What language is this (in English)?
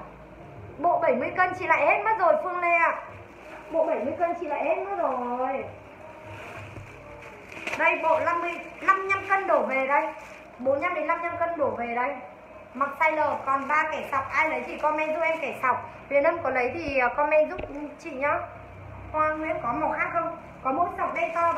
Vietnamese